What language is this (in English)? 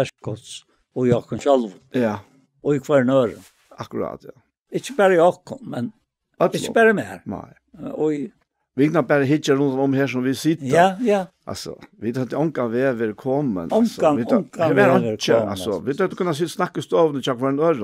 Faroese